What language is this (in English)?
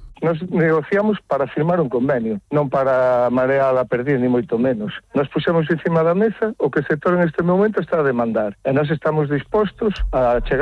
Galician